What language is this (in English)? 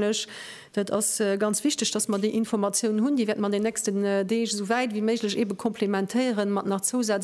Luxembourgish